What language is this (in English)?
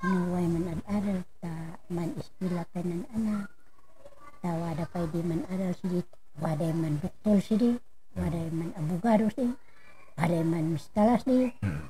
Kankanaey